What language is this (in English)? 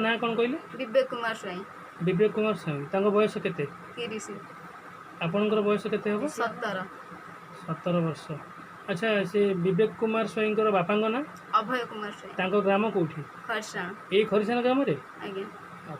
Odia